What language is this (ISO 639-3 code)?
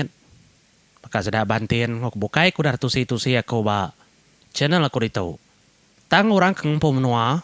iba